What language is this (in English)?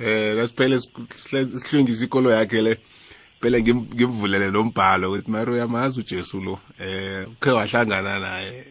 South Ndebele